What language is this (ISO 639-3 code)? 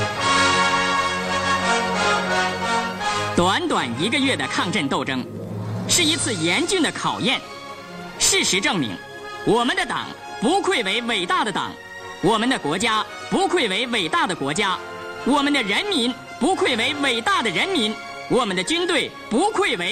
zho